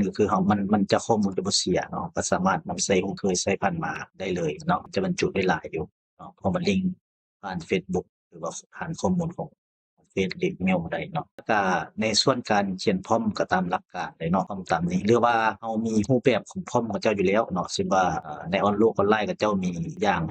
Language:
Lao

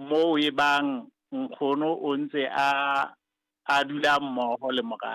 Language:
Southern Sotho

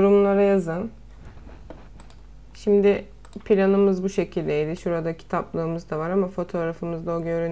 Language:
Turkish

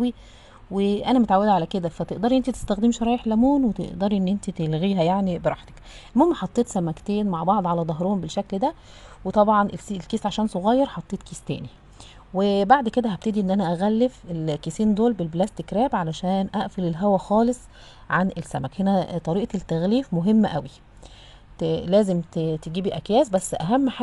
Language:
Egyptian Arabic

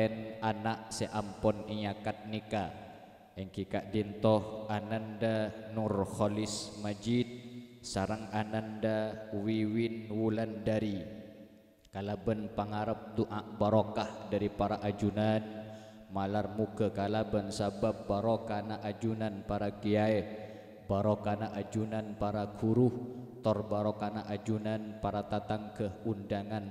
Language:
Madurese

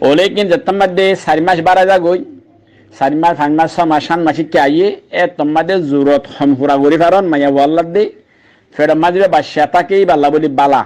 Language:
Rohingya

